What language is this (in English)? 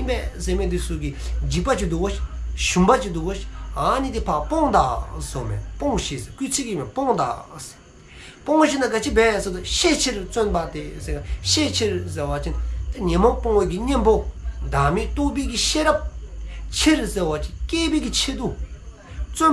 Dzongkha